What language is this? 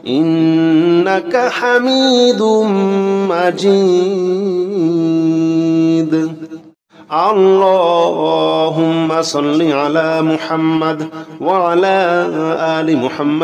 Arabic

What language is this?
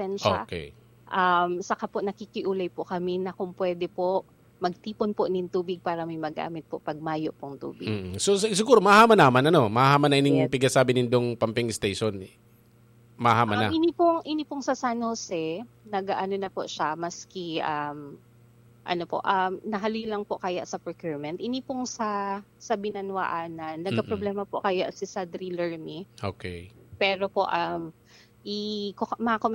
Bikol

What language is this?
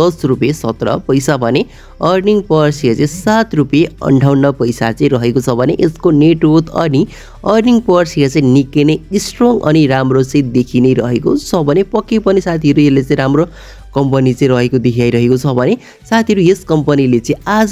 Nepali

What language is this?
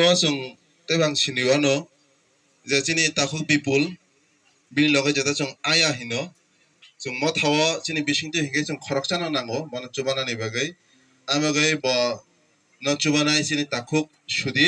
Kok Borok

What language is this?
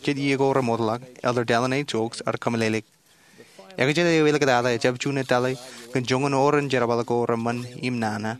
Marshallese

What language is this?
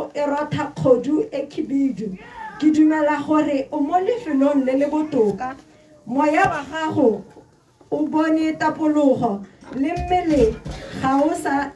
Tswana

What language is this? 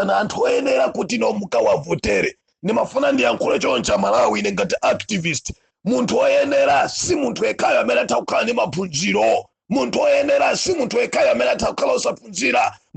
Nyanja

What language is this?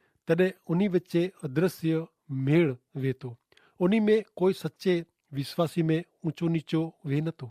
Kachhi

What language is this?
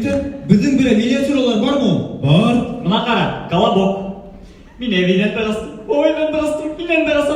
Bashkir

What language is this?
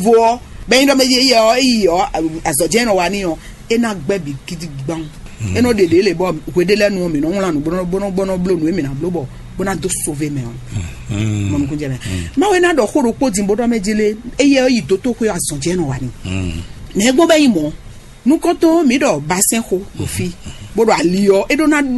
Fon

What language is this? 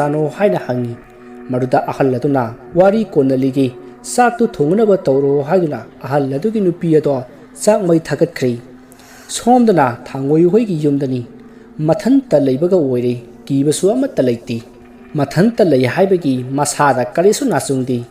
Manipuri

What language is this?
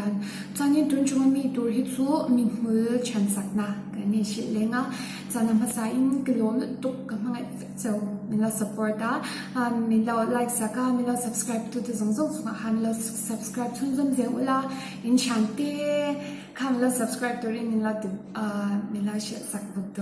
Mizo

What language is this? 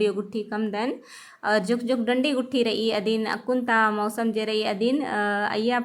Kurukh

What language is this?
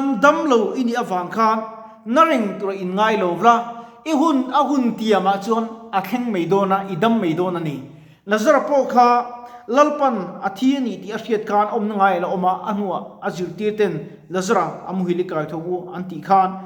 Mizo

